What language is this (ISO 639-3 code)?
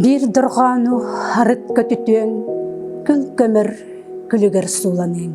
sah